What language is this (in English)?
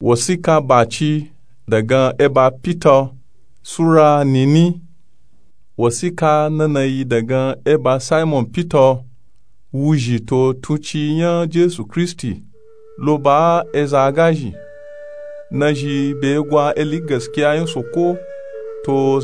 Nupe-Nupe-Tako